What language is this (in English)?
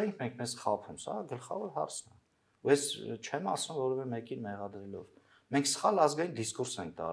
Armenian